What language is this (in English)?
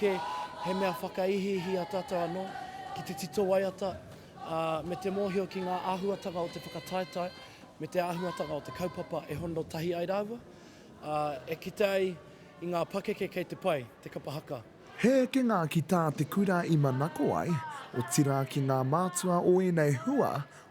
Māori